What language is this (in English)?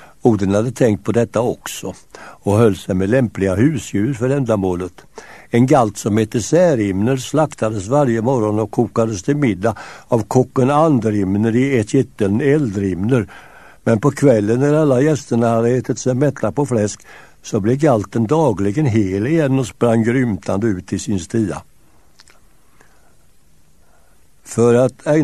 Swedish